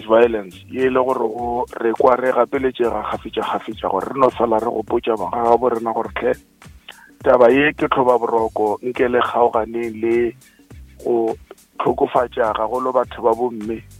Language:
Northern Sotho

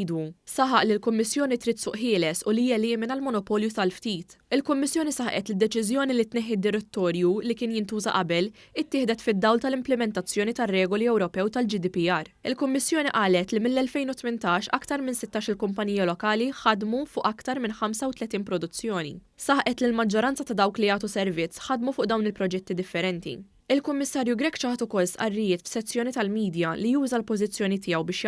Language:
Maltese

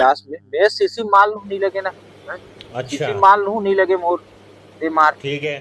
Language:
Chhattisgarhi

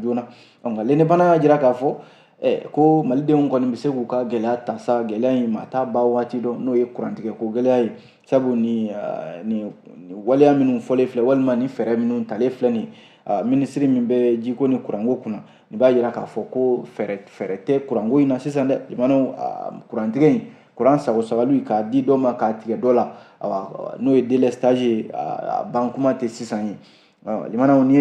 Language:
Bambara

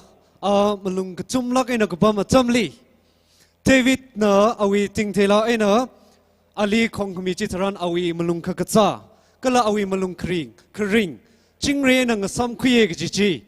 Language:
Tangkhul Naga (India)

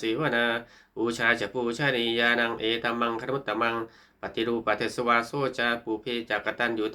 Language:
Pali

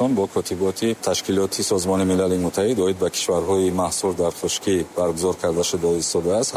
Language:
Tajik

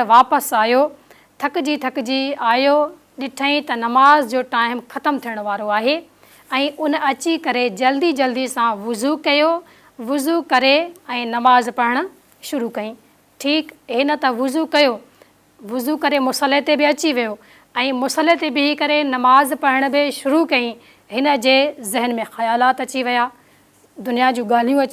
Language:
Sindhi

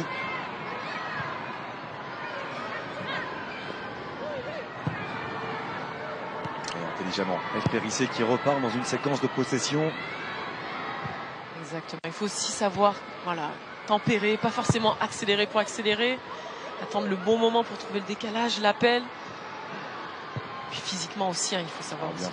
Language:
French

